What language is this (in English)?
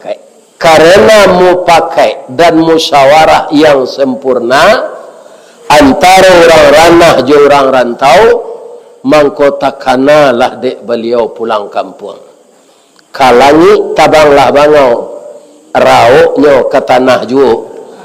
Minangkabau